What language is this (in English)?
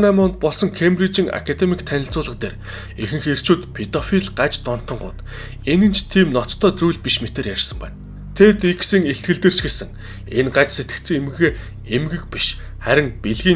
Mongolian